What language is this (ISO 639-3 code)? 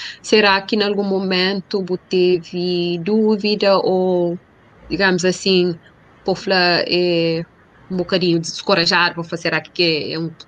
kea